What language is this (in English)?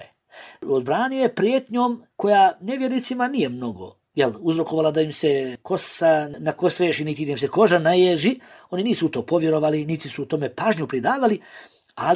Bosnian